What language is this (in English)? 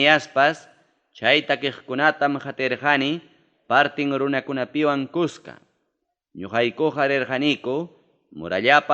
Ayacucho Quechua